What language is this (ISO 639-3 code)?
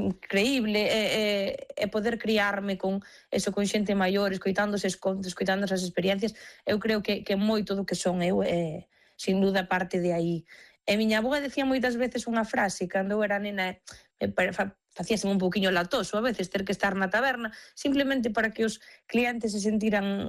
glg